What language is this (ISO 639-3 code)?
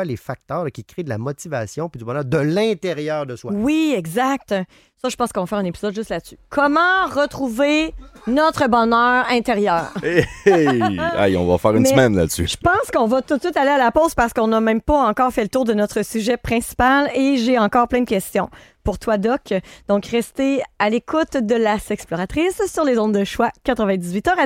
fra